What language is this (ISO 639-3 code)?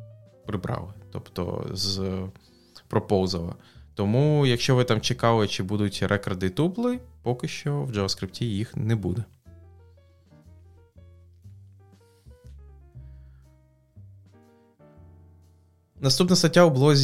ukr